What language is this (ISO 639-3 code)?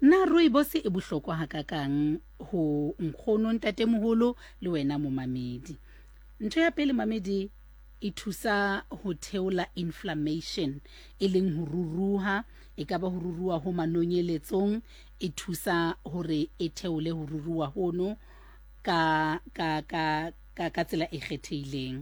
sot